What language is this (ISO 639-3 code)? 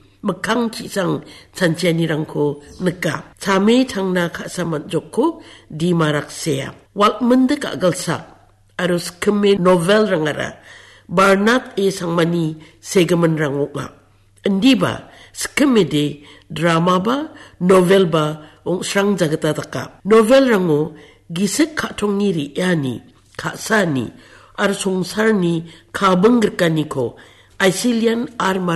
grt